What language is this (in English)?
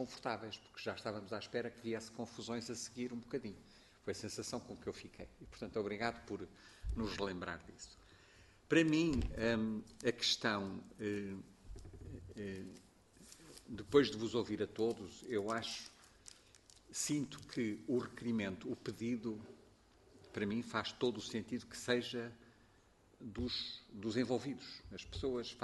Portuguese